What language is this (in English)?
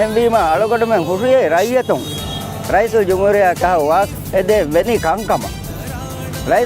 Divehi